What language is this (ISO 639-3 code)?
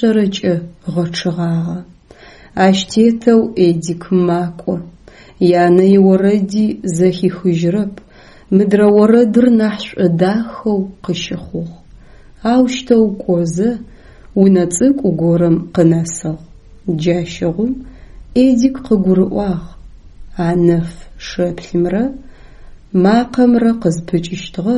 ady